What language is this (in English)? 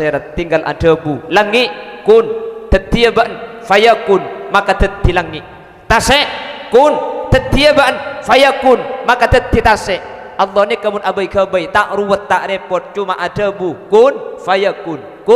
Madurese